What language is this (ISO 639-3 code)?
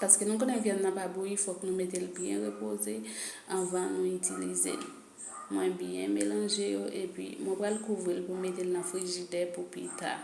hat